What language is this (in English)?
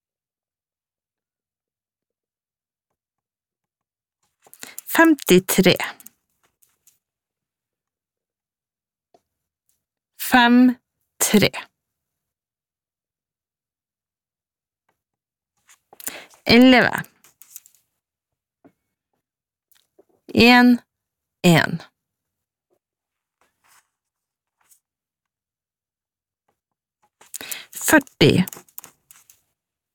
Norwegian